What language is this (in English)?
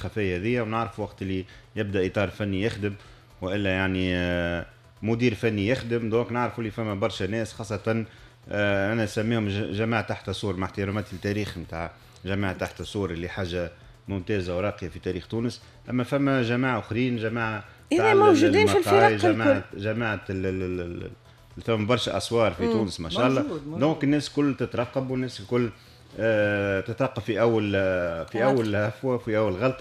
Tunisian Arabic